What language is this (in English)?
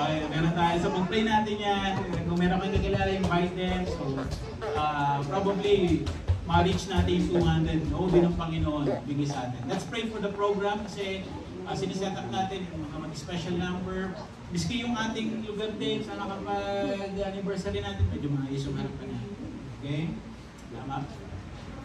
Filipino